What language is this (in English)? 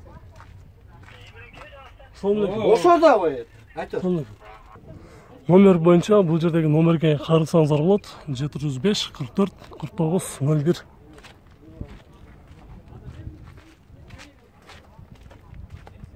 Kyrgyz